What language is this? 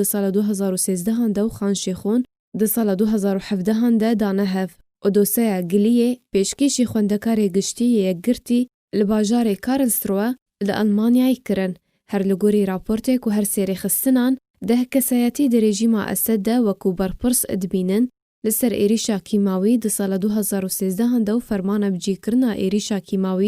Kurdish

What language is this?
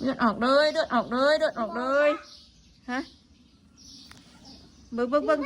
Northeastern Thai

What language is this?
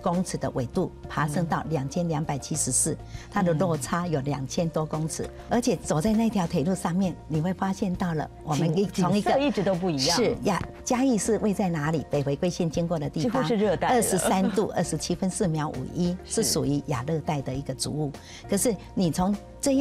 Chinese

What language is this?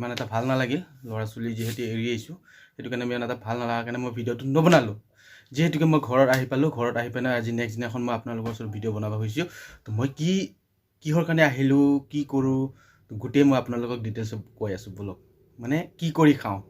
Assamese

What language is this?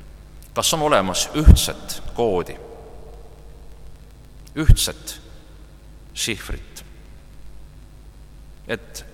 Estonian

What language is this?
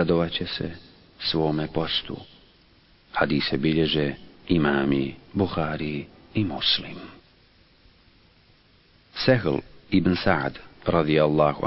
Bosnian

